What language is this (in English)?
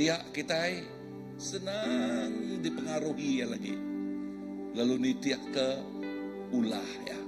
Iban